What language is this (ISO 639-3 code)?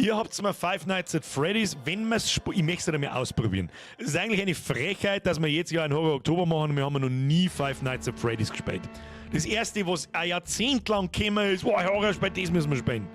bar